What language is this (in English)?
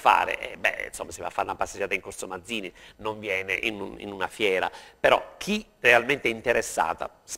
Italian